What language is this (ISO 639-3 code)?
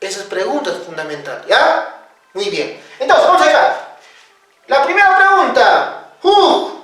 que